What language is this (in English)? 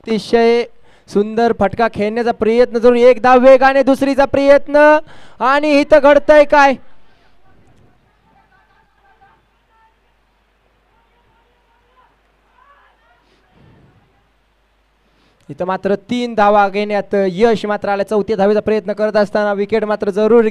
Marathi